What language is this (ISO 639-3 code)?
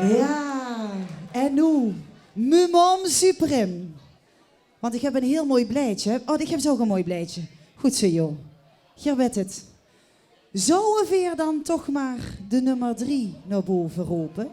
lim